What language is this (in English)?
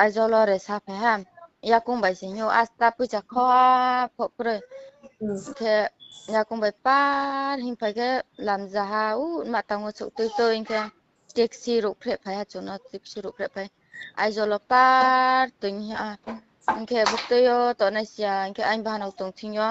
Riang (India)